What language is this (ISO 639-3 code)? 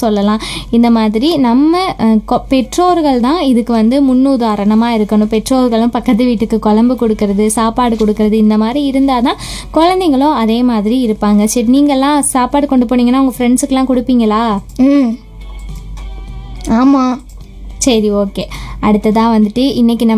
tam